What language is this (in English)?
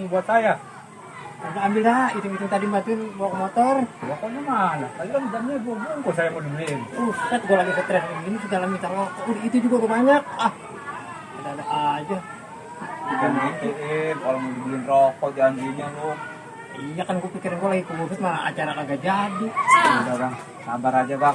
Betawi